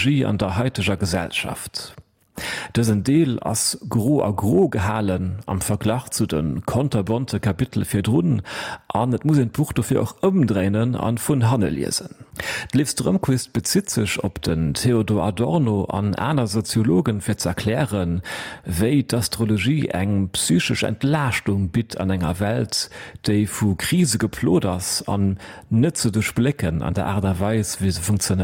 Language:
Luxembourgish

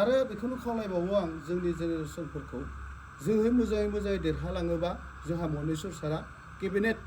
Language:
Bodo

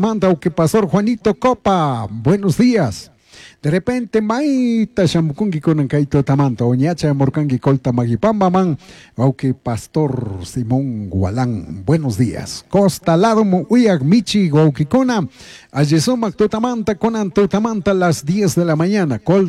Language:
Chimborazo Highland Quichua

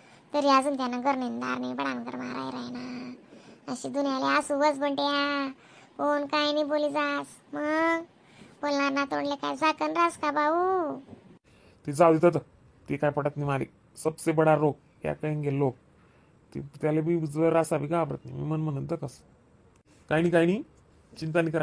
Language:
Khandesi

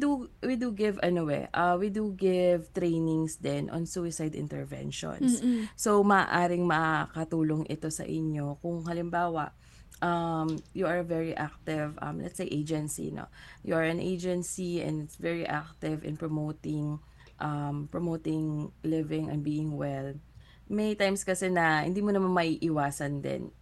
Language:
Filipino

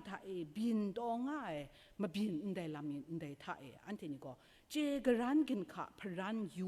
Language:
Kachin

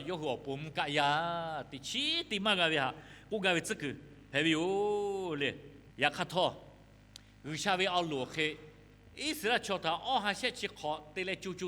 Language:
Lahu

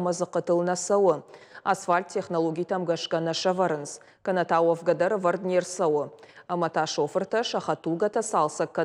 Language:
Ossetic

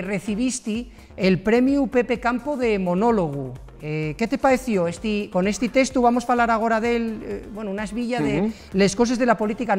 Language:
Asturian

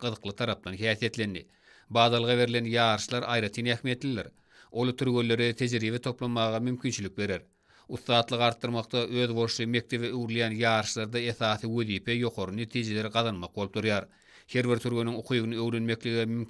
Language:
Turkmen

